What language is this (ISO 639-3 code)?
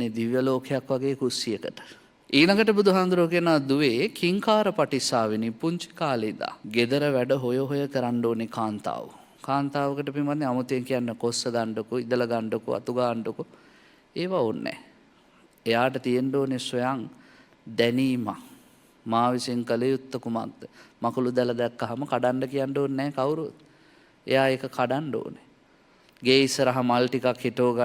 sin